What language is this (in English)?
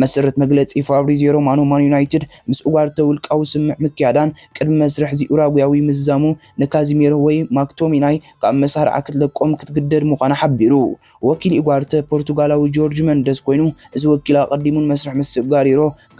Tigrinya